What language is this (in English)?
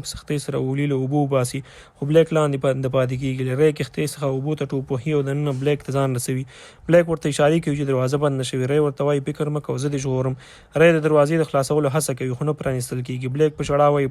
Pashto